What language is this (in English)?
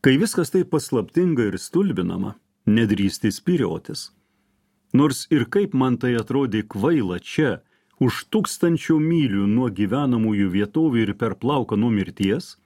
Lithuanian